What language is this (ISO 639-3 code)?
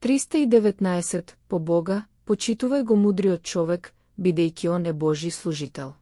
mkd